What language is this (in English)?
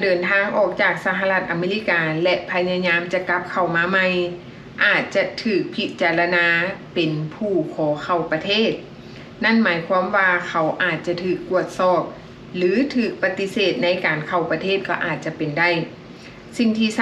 Lao